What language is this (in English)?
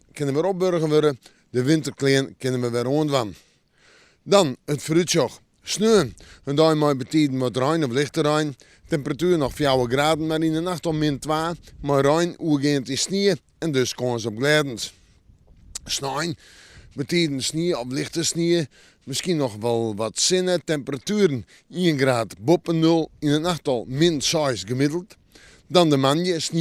Western Frisian